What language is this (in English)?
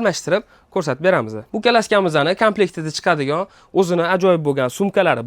Uzbek